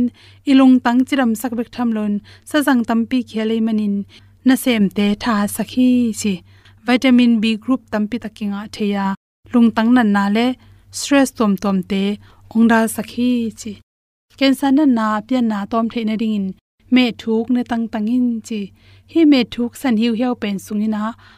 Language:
Tedim Chin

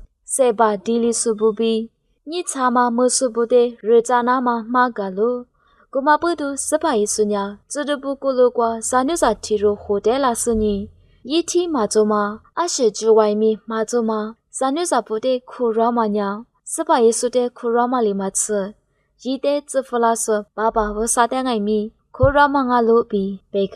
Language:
Lisu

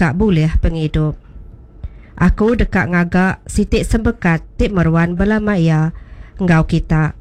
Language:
Iban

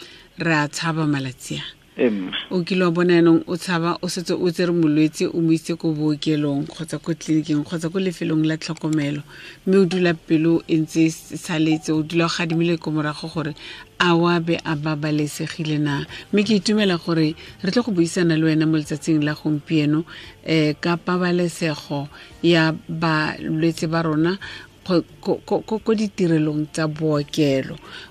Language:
Tswana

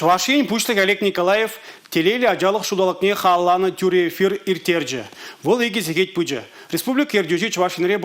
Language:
Chuvash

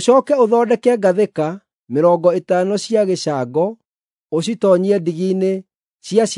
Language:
Kikuyu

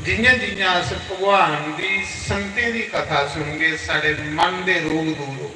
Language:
Dogri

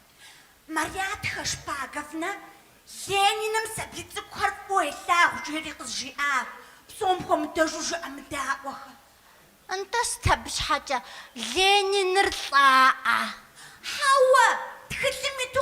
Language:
Kabardian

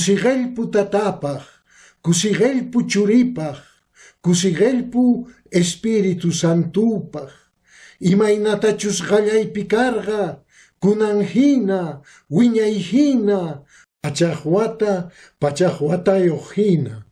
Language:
Quechua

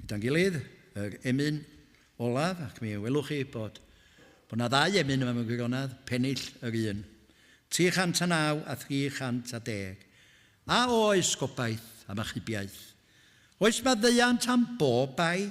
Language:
Welsh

